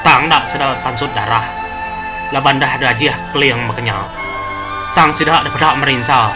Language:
Iban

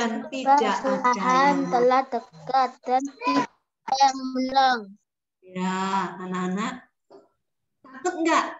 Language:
Indonesian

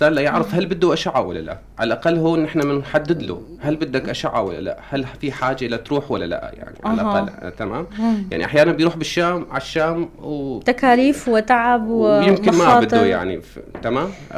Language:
North Levantine Arabic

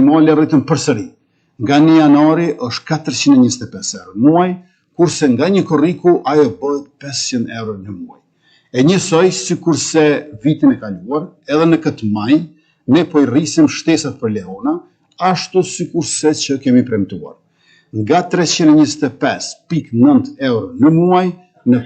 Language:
Albanian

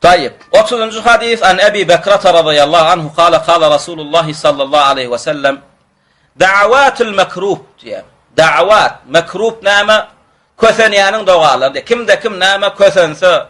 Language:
Turkmen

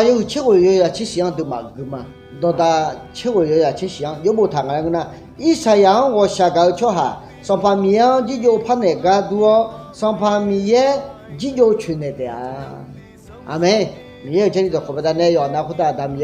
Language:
Akha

